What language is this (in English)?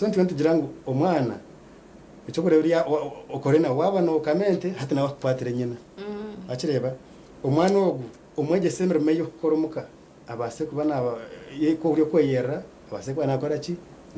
Nyankole